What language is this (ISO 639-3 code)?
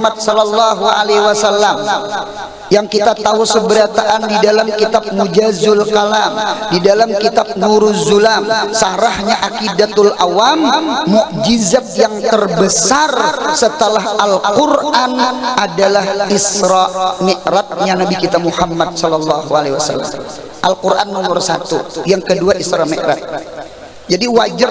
bjn